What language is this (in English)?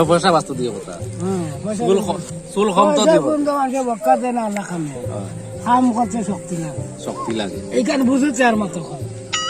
Sylheti